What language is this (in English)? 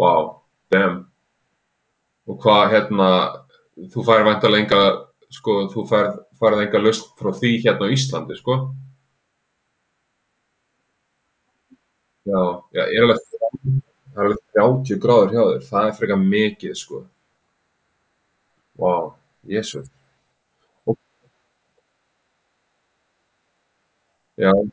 Icelandic